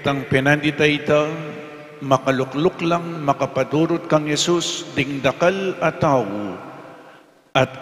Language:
Pampanga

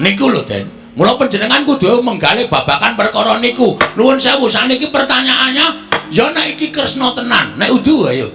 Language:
Javanese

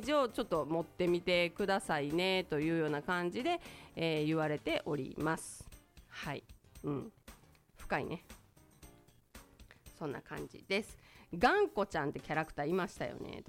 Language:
Japanese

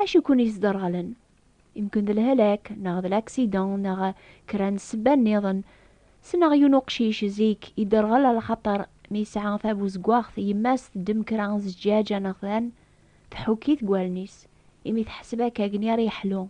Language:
Kabyle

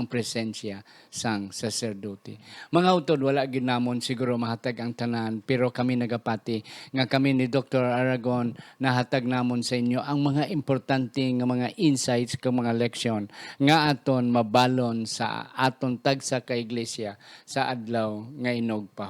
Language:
Hiligaynon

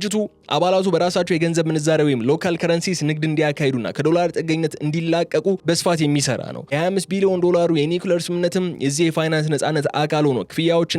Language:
Amharic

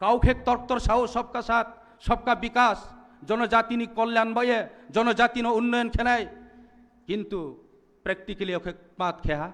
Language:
Kok Borok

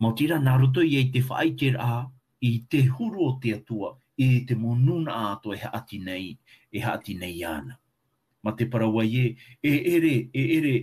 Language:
Tahitian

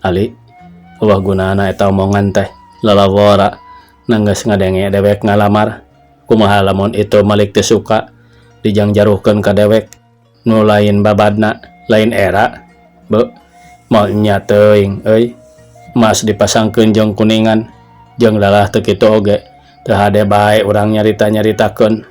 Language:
Sundanese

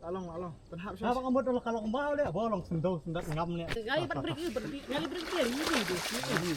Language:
Khasi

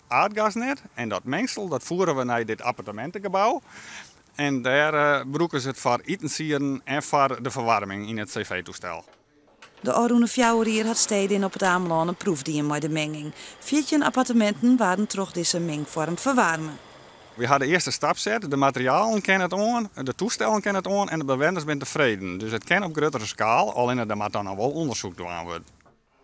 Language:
Western Frisian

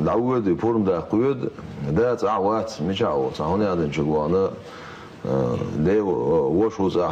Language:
Chechen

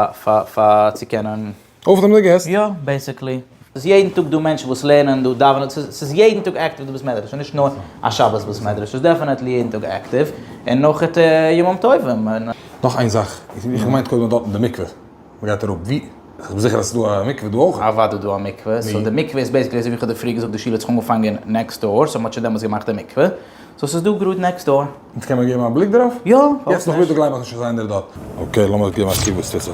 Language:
Yiddish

